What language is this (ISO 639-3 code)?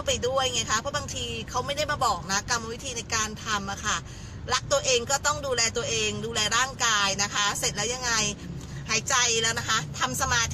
tha